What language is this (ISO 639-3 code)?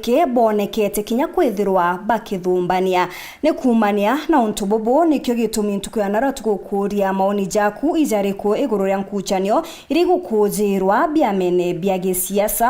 mer